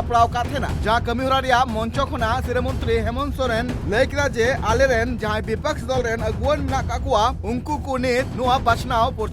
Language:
Santali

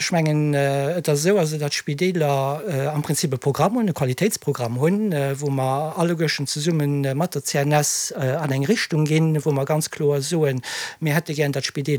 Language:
Luxembourgish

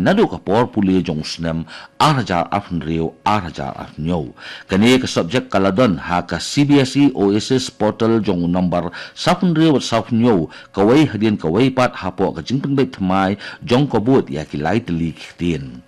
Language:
Khasi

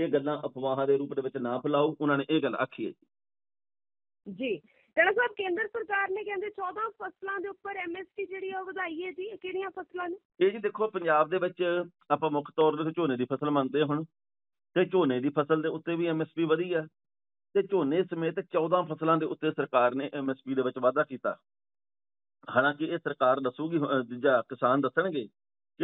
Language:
Punjabi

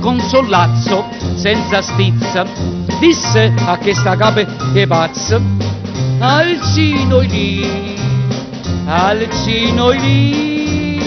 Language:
Neapolitan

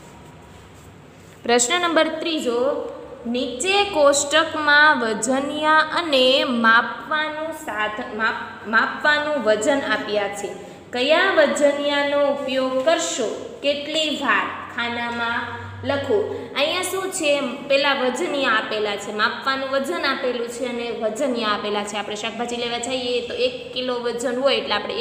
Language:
Gujarati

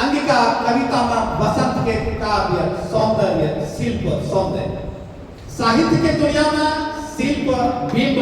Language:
Angika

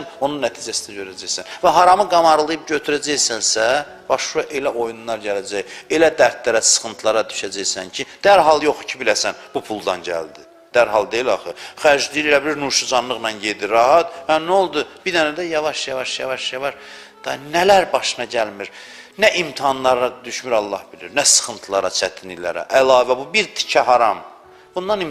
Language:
Azerbaijani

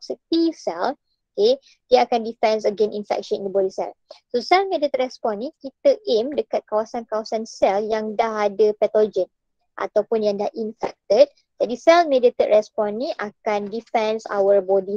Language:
Malay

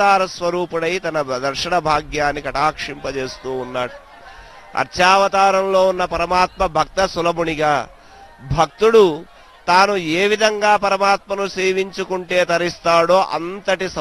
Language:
Telugu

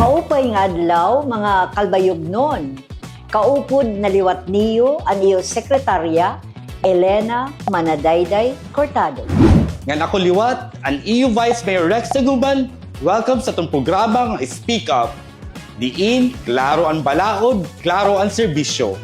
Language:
Waray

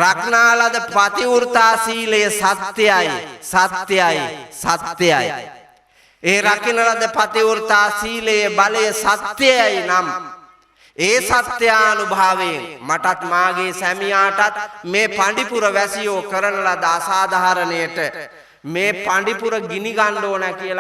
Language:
Sinhala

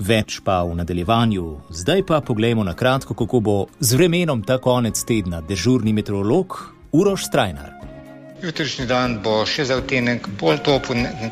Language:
Slovenian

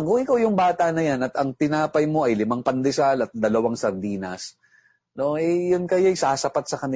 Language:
Filipino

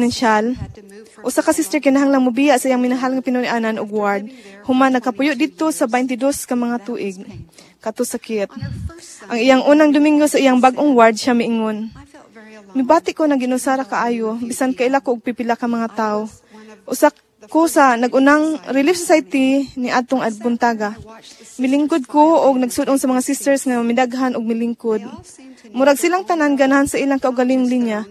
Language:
Cebuano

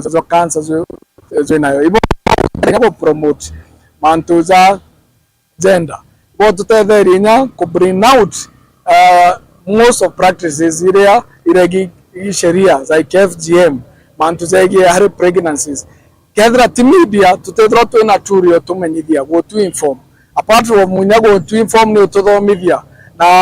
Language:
Meru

